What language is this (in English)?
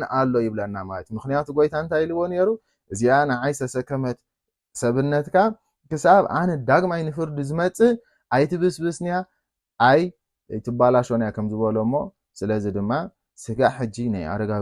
Tigrinya